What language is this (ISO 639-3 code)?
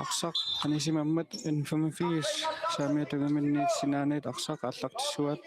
kal